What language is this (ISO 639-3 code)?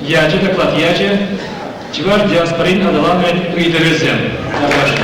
chv